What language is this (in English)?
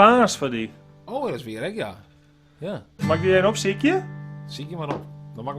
Western Frisian